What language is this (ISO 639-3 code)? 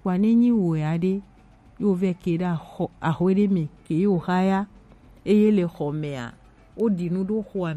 gej